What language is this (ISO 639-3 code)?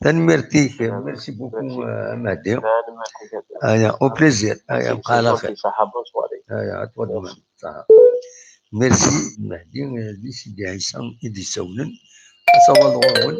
kab